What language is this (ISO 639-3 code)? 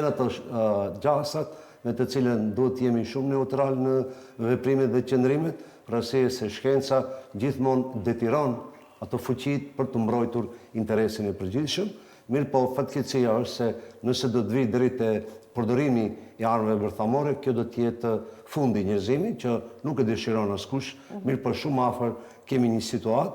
sqi